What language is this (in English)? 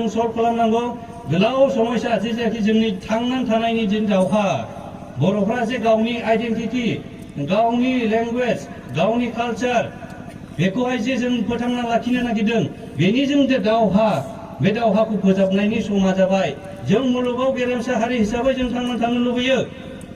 Bodo